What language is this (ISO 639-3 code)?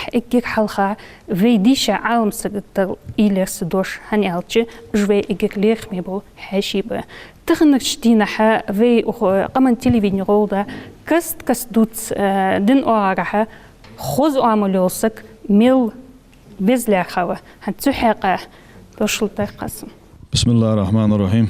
inh